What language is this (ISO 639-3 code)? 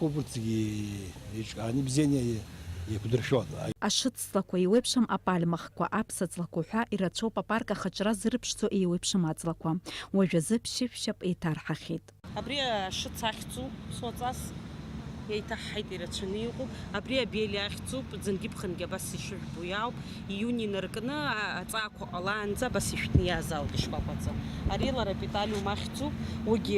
abk